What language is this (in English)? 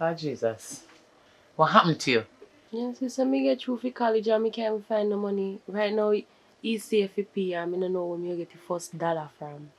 Jamaican Creole English